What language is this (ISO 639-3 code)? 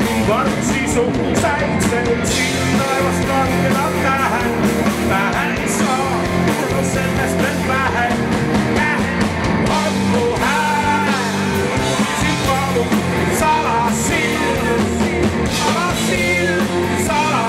est